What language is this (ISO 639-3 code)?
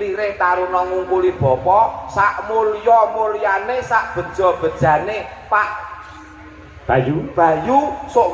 jav